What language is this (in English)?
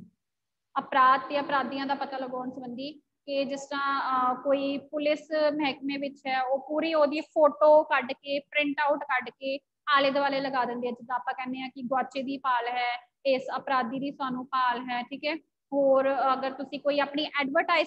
Punjabi